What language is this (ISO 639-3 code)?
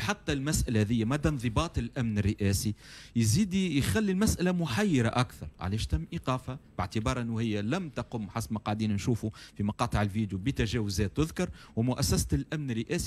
aeb